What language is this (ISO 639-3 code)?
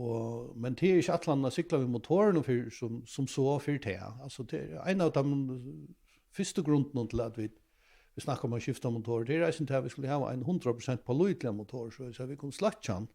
fao